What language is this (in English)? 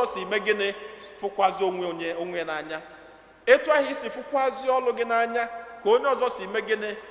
Igbo